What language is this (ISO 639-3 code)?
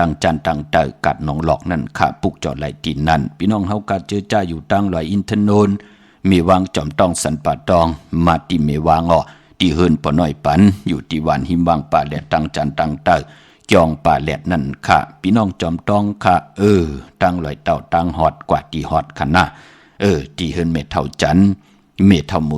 shn